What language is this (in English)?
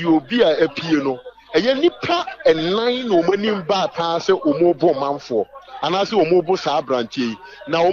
Akan